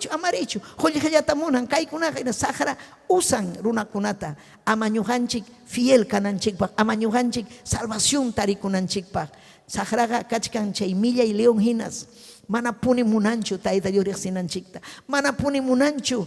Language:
Ayacucho Quechua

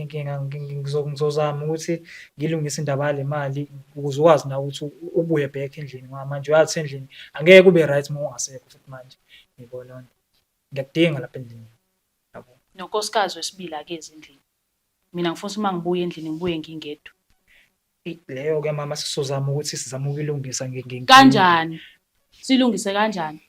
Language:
Zulu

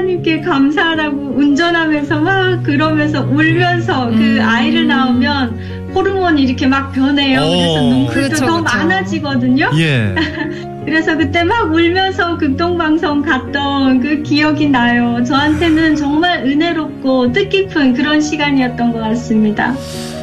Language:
Korean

